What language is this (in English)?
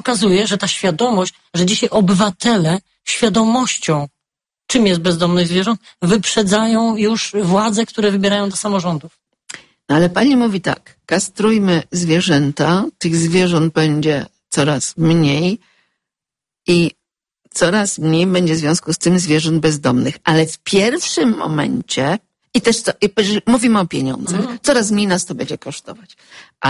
Polish